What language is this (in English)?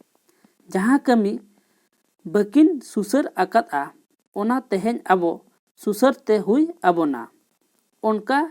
Santali